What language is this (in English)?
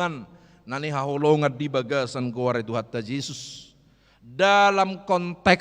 Batak Toba